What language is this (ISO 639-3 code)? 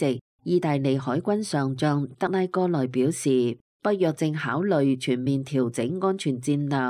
yue